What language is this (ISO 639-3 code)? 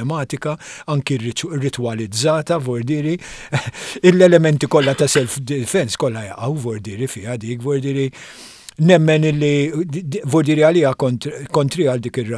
mlt